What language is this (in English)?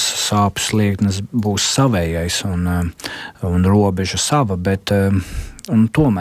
Latvian